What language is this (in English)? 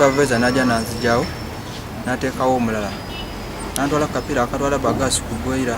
Ganda